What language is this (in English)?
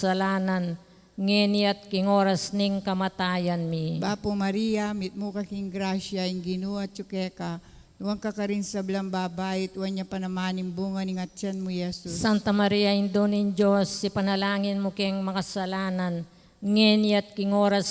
Pampanga